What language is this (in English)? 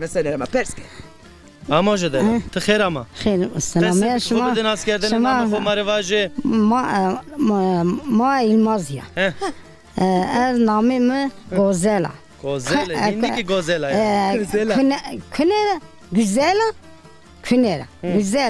Zaza